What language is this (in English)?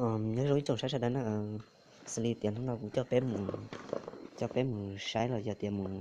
Hmong